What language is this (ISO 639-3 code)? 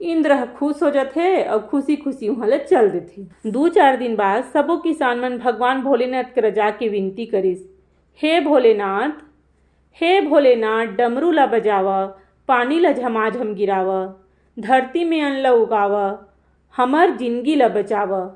hne